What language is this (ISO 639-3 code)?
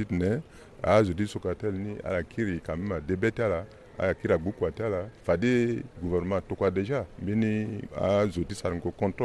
sag